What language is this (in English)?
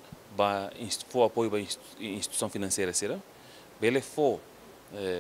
Tetum